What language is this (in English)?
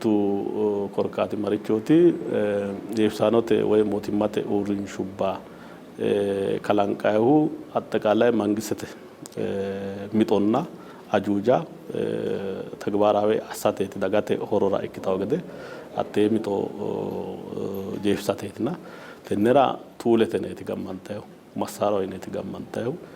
Sidamo